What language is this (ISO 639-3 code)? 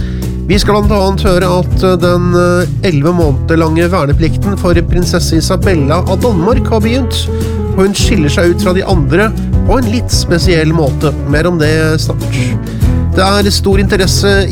nor